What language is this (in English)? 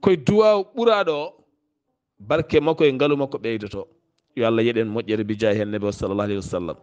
Fula